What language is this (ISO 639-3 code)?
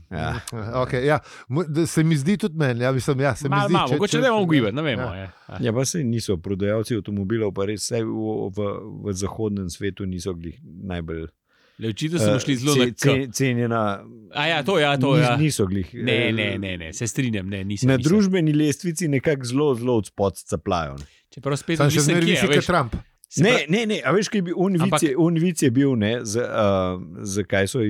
slv